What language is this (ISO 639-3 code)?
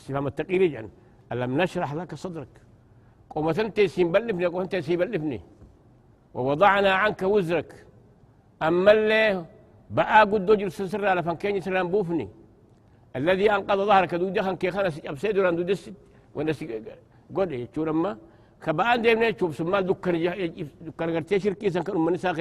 orm